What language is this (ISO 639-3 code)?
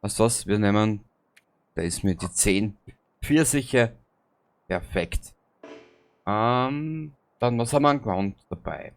bar